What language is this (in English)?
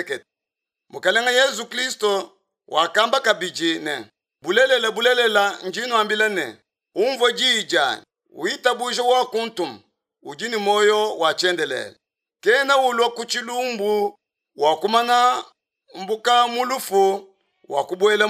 Luba-Lulua